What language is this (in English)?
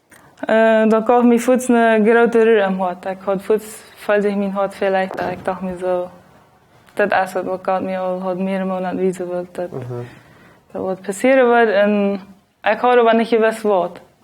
Plautdietsch